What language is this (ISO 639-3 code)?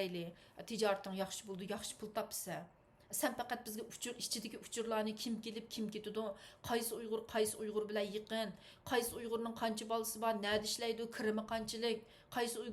uig